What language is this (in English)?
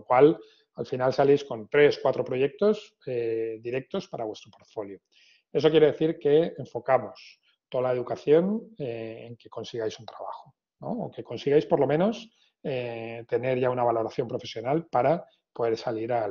Spanish